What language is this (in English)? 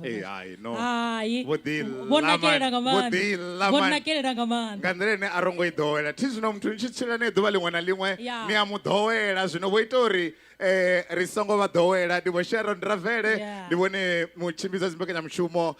Venda